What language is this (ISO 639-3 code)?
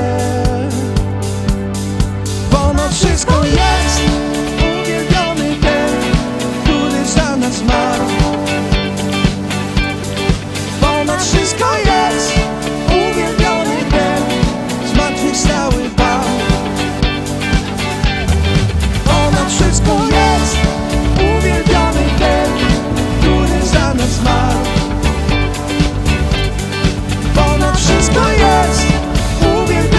pol